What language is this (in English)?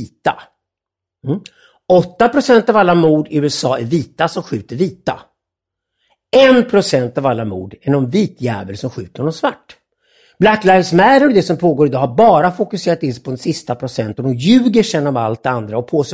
Swedish